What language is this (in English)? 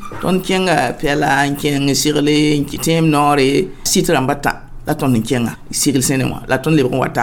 Mossi